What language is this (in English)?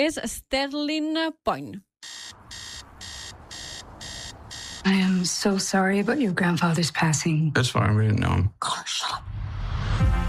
Catalan